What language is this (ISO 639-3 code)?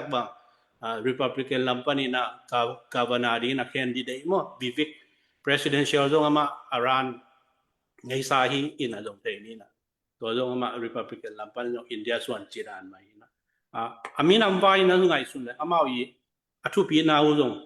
ctd